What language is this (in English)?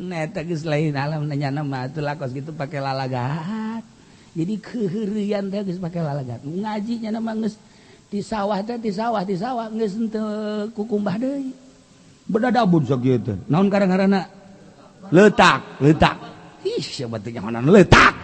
Sundanese